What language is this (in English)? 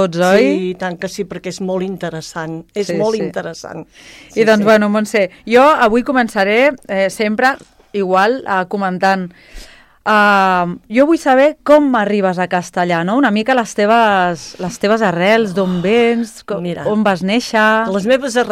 Catalan